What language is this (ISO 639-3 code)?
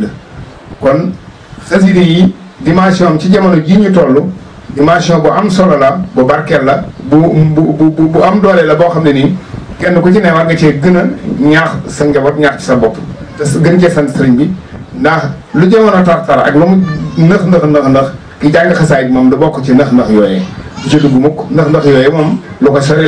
wol